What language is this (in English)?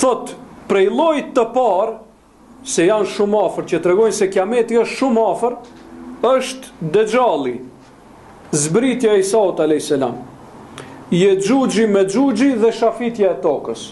Albanian